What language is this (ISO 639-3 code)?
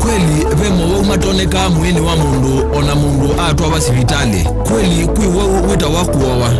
kam